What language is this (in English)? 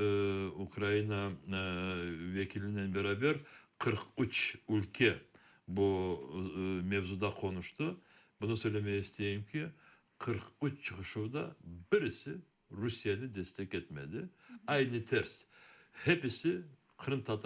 Crimean Tatar